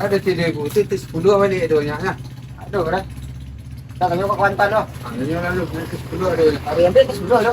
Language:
Minangkabau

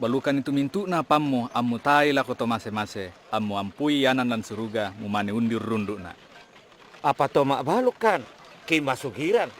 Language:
Toraja-Sa'dan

